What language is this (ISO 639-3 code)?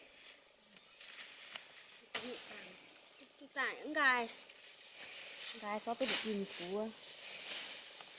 vie